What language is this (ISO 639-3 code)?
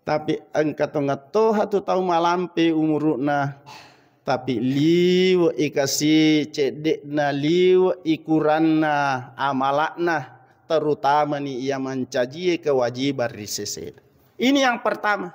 bug